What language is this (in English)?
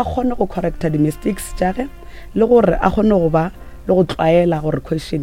Northern Sotho